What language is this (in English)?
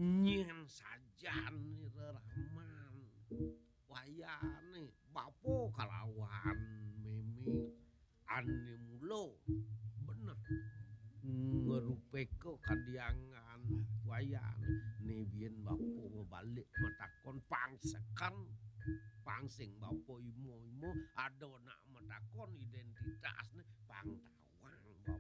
Balinese